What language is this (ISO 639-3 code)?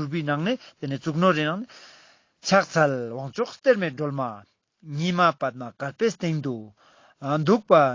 lbj